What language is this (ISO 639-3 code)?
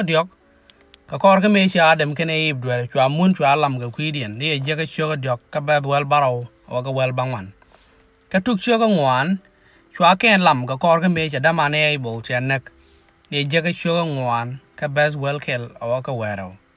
nus